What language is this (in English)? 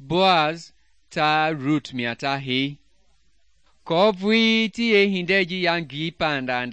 Mende